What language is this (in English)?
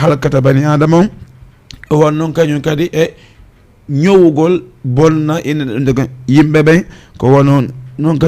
Fula